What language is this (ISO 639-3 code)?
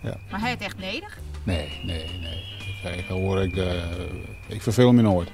fry